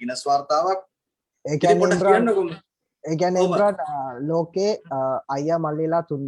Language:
Sinhala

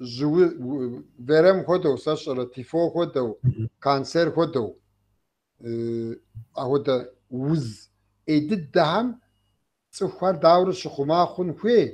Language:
Kabardian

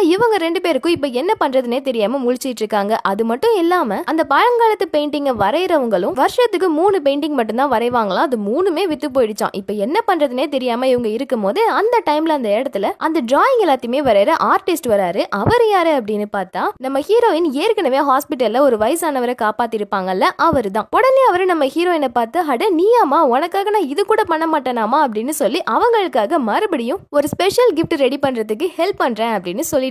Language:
Tamil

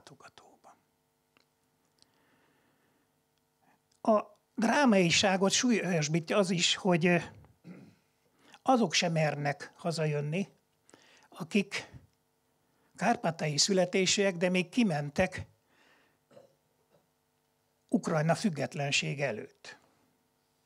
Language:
Hungarian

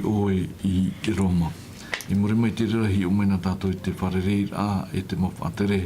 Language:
Tahitian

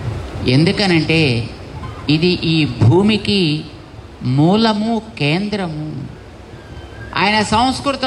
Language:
Telugu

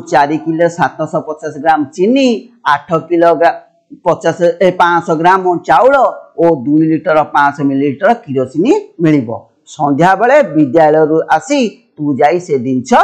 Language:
Odia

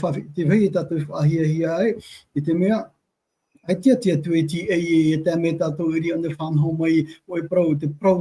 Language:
Tahitian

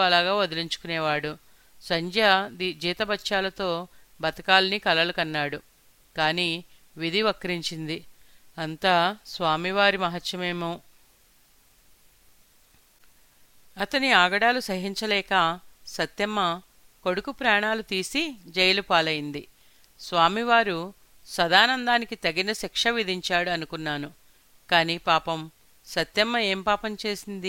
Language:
Telugu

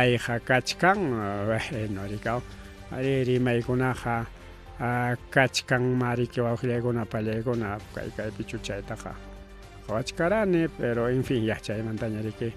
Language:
Ayacucho Quechua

